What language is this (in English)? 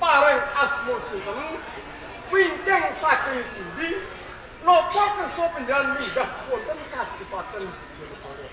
Javanese